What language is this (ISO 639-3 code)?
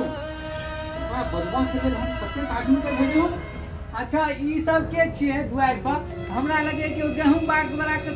mai